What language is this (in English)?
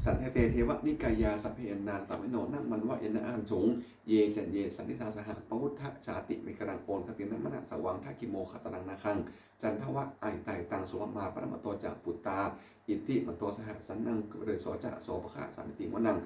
Pali